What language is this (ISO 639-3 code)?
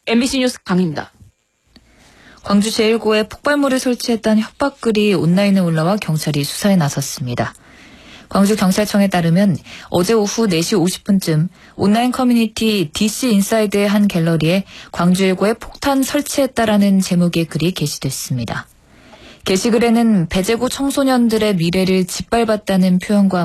kor